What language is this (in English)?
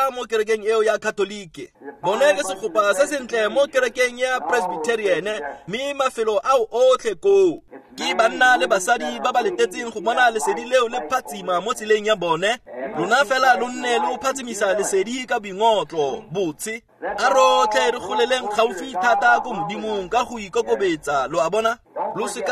Tswana